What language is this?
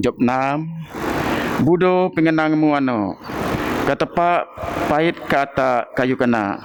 Biatah Bidayuh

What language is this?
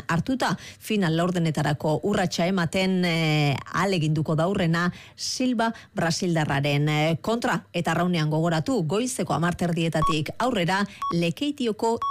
Basque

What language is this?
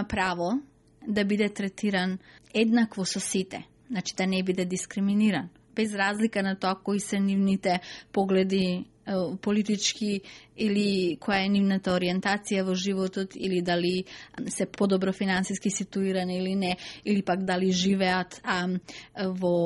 Macedonian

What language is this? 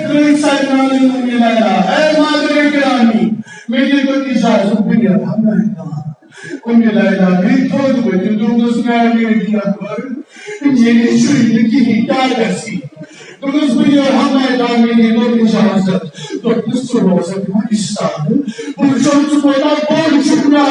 Kashmiri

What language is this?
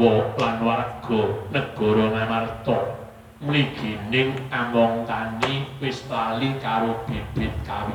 Javanese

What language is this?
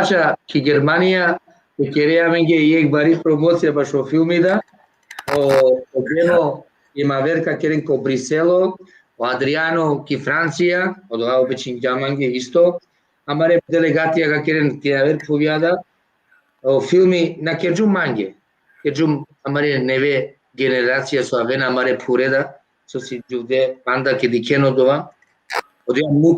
Balkan Romani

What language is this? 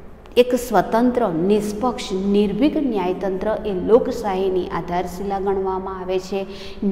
Gujarati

